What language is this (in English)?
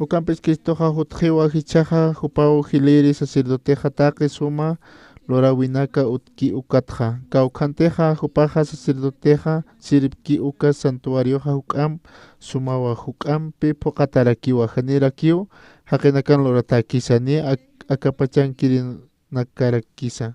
Aymara